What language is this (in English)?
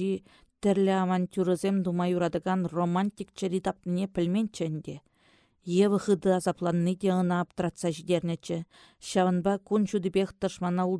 Chuvash